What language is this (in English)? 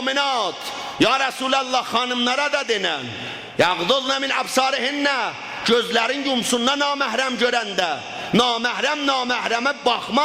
South Azerbaijani